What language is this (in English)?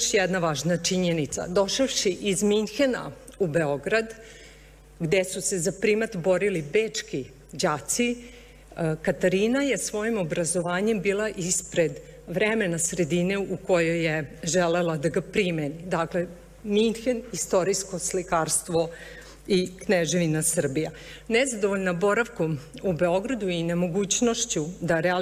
Serbian